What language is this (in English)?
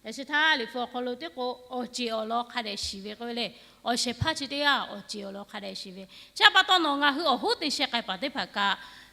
Lahu